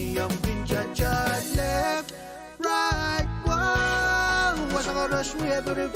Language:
Pohnpeian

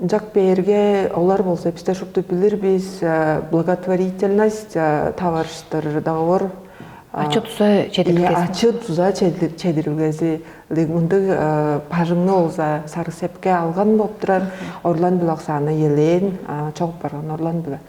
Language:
Tuvinian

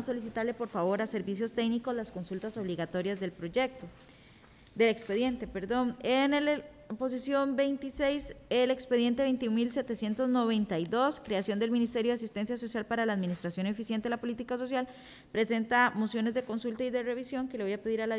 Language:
Spanish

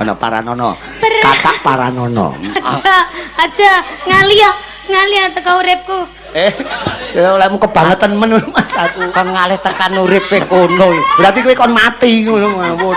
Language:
Javanese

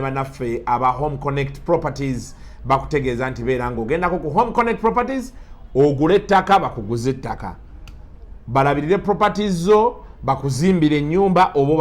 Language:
Ganda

